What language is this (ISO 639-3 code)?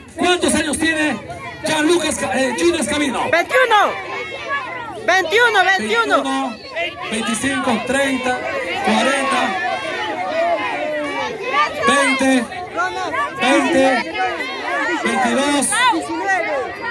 spa